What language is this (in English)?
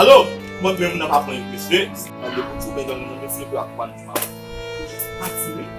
Haitian Creole